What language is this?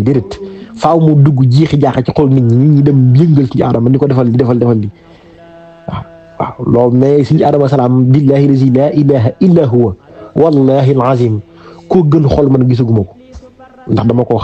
Wolof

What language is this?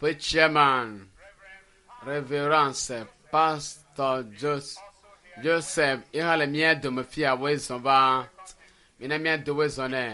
Ewe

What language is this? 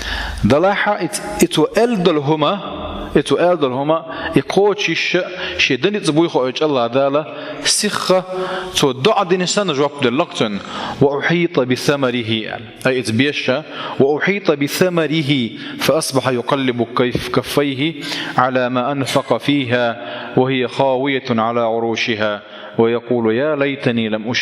Chechen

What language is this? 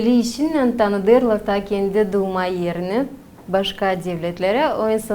Gagauz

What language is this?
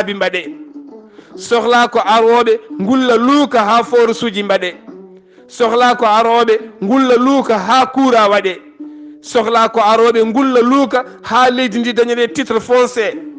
Fula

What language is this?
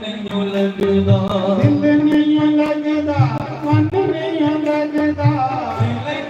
Dogri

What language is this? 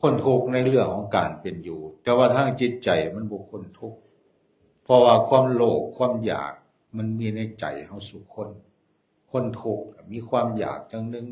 Northeastern Thai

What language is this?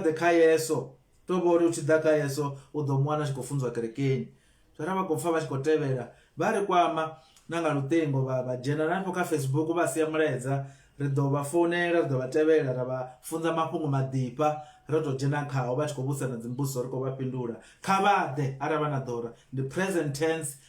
Venda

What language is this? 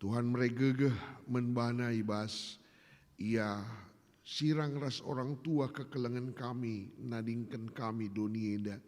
Batak Karo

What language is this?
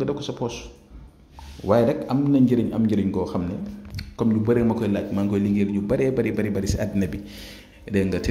Wolof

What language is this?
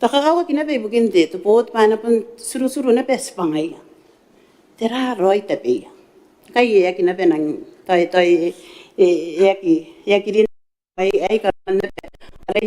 Gilbertese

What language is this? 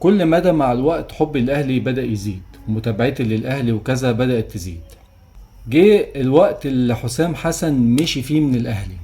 Egyptian Arabic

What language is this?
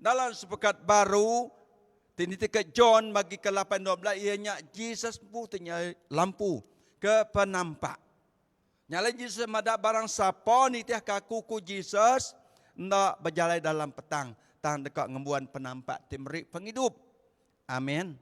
Iban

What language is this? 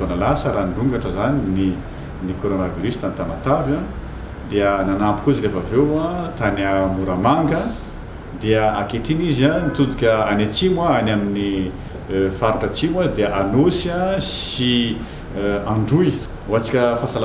Malagasy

